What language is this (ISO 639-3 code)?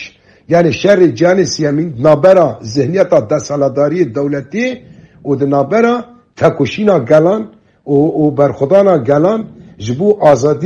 kur